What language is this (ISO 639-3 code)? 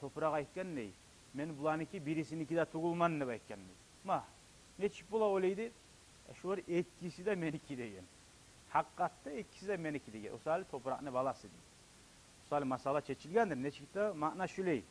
kum